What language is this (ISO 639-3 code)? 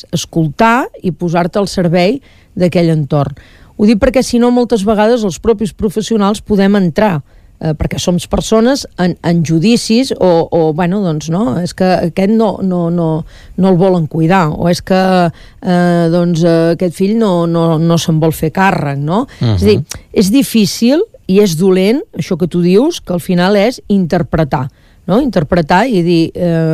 cat